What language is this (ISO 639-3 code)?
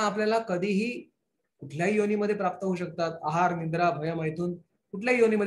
mar